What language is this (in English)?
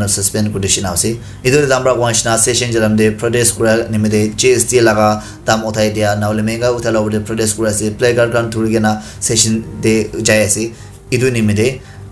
Naga Pidgin